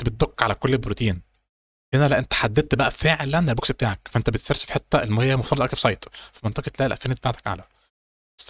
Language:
Egyptian Arabic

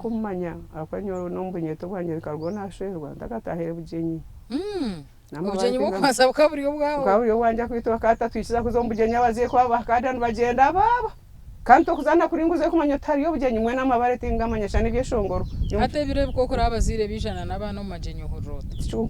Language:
Nyankole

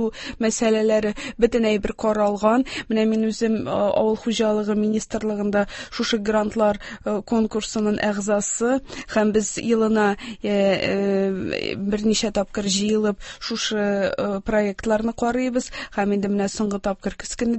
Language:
Tatar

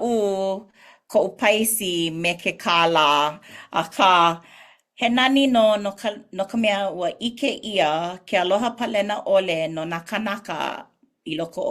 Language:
Hawaiian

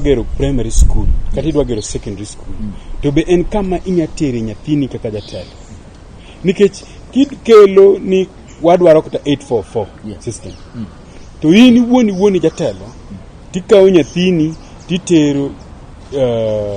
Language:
Luo (Kenya and Tanzania)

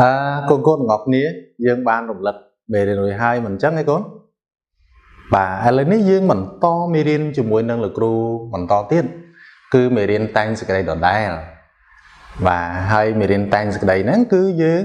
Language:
Khmer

